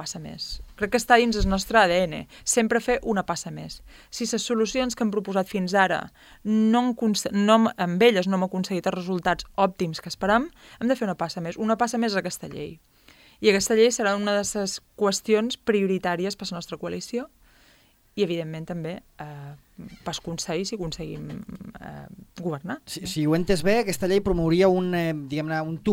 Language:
Catalan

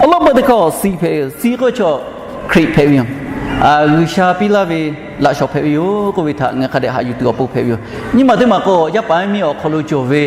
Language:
Lahu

